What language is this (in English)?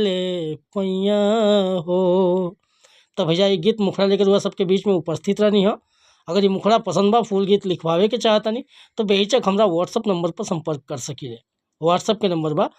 Bhojpuri